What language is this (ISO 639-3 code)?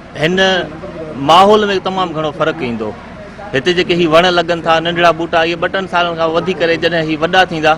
snd